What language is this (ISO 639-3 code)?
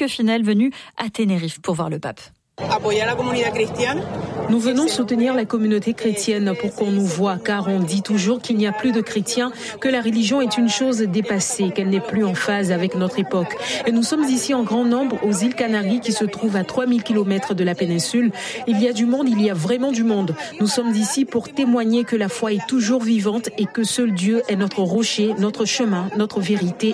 fra